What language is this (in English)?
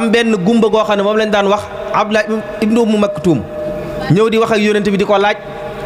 Wolof